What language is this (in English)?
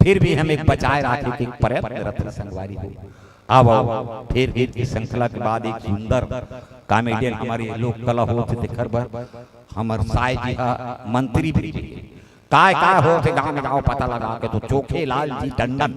Chhattisgarhi